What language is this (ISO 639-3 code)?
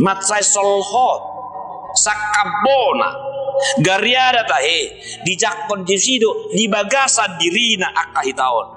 bbc